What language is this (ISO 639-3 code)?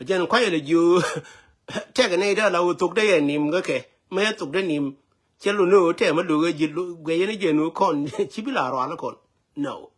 nus